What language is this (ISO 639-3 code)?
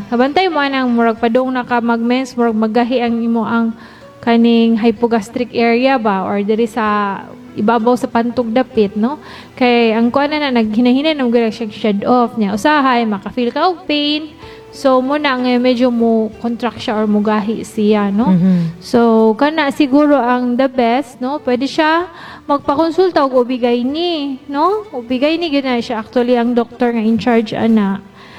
ceb